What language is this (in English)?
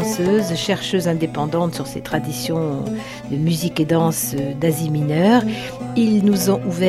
French